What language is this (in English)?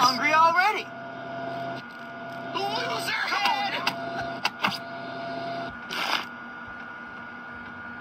Vietnamese